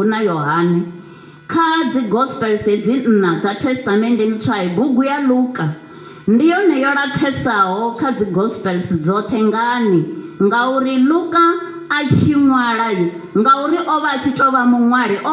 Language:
Venda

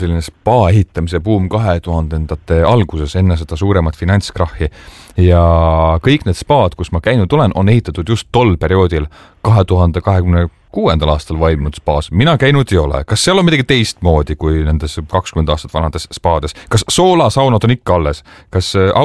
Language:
Estonian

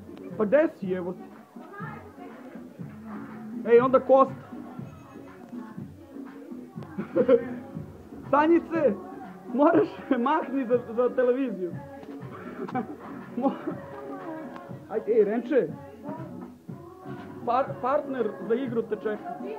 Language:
Serbian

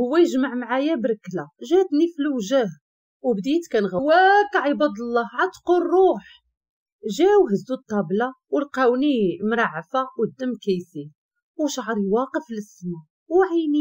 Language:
Moroccan Arabic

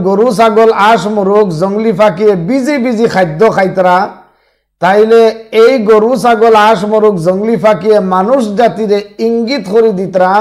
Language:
Sylheti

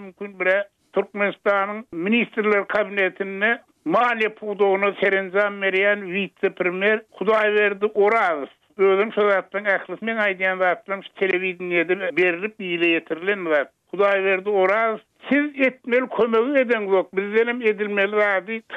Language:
Turkmen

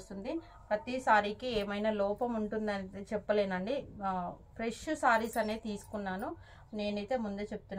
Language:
Telugu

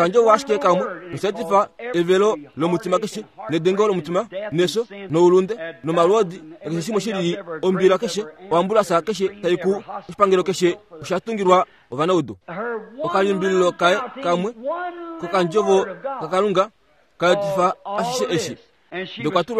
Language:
Kuanyama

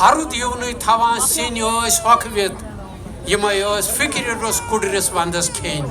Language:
Kashmiri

